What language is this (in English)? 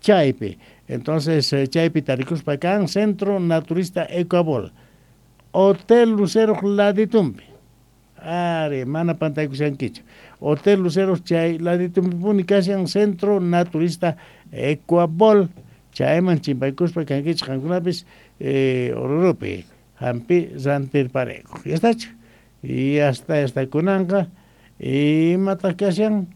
South Bolivian Quechua